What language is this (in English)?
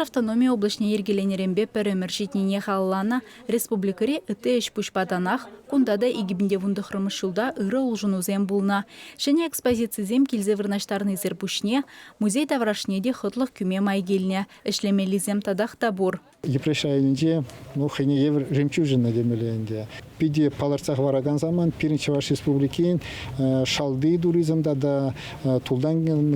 Chuvash